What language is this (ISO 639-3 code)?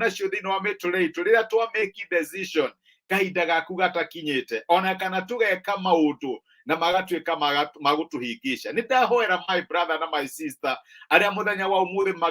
kik